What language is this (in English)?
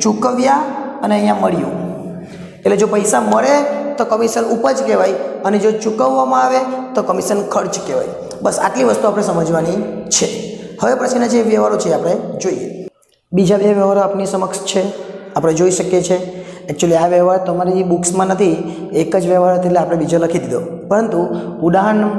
Gujarati